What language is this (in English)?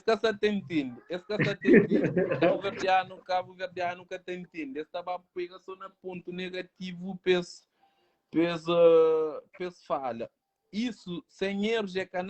Kabuverdianu